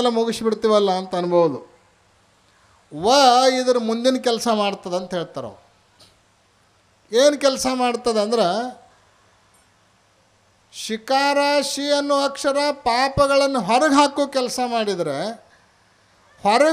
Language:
Kannada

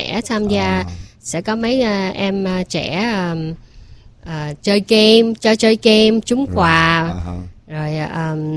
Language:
Vietnamese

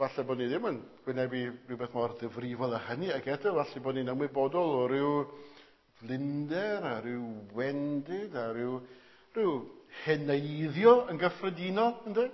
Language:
Welsh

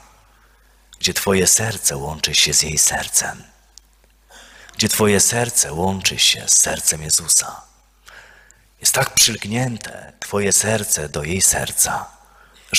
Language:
Polish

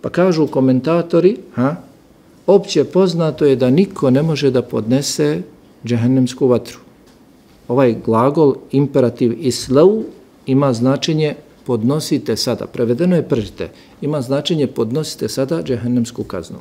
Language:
Bosnian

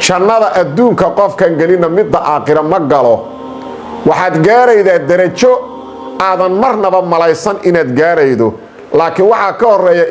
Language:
Somali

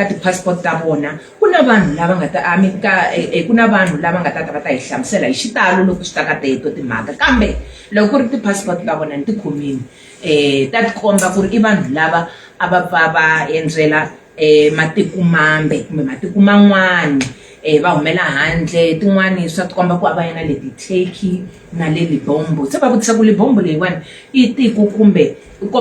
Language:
Tsonga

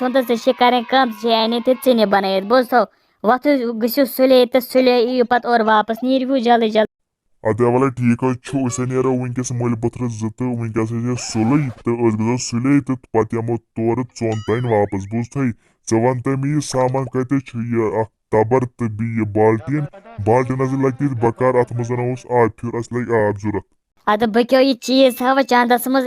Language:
Kashmiri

